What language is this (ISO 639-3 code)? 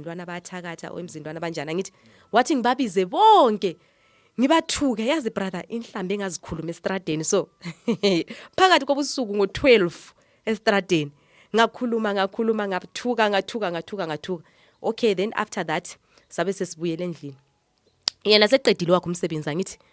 zul